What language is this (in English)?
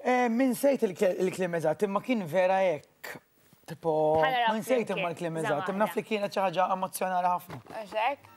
Maltese